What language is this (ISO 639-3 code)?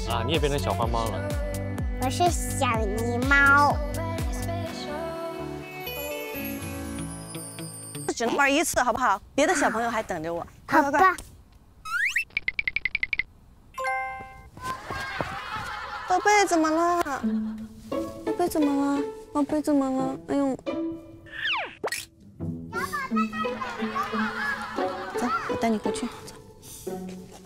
zho